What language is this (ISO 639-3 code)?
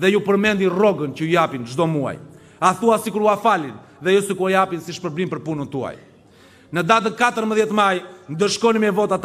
sqi